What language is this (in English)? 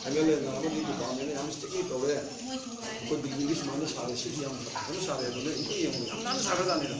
Manipuri